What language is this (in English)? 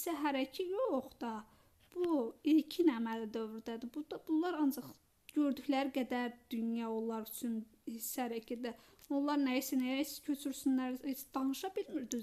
Azerbaijani